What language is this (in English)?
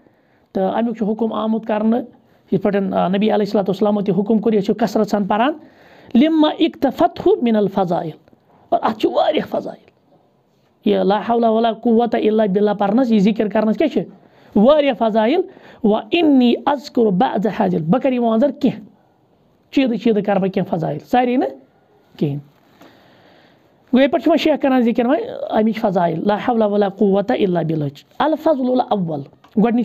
Kashmiri